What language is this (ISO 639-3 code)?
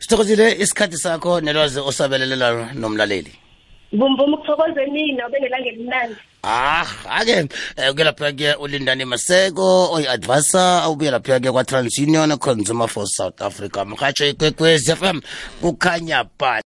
nbl